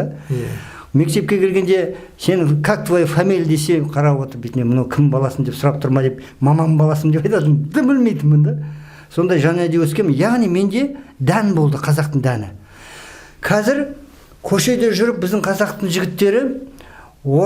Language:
Kazakh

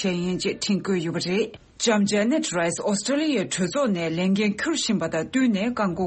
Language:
Tibetan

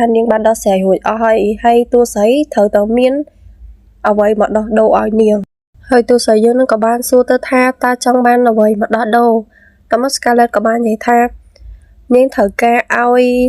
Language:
Khmer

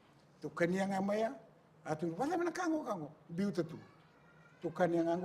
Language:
Fijian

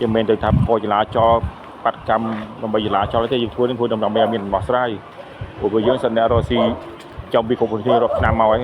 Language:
Khmer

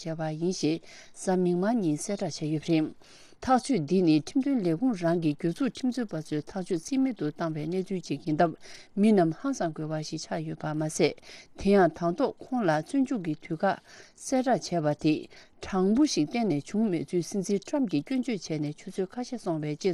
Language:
Tibetan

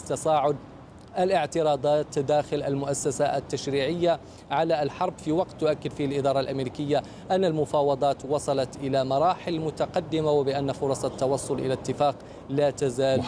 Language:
Arabic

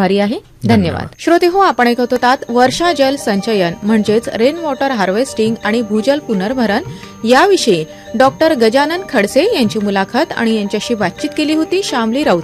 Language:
Marathi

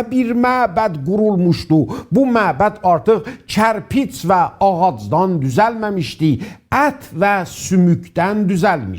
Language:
South Azerbaijani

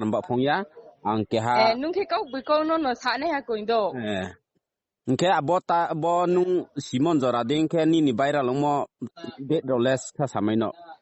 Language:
Riang (India)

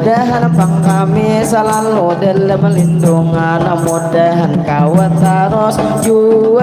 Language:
Banjar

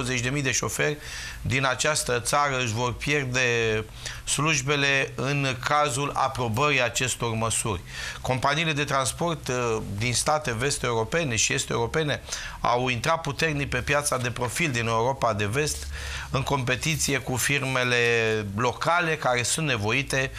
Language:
Romanian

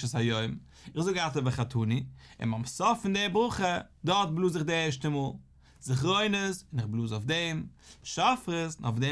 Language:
Yiddish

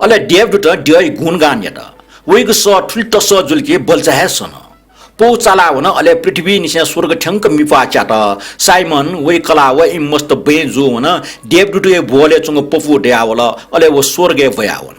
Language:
Newari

